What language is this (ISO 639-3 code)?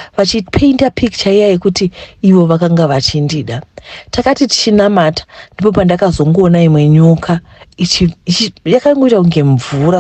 sna